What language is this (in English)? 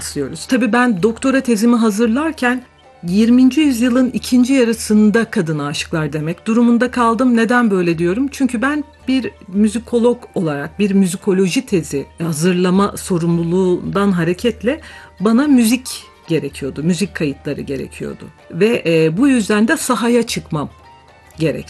Turkish